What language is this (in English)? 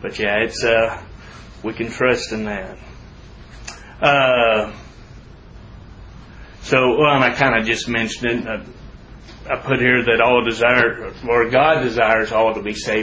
English